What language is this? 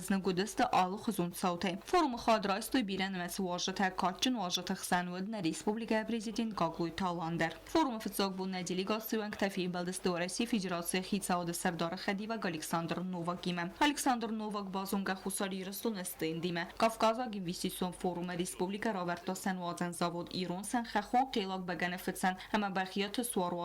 Ossetic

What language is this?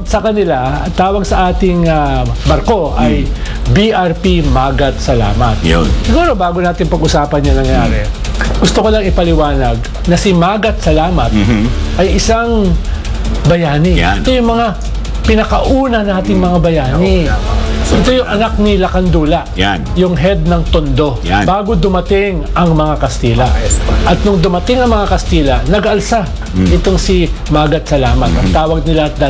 Filipino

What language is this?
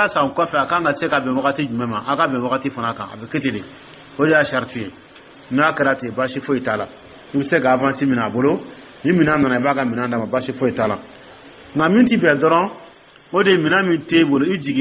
Dyula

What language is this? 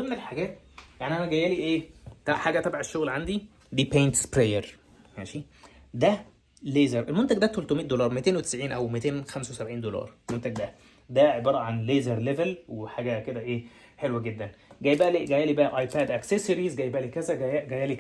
Egyptian Arabic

